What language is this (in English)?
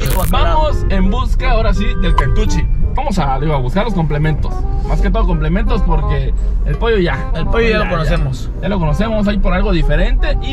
Spanish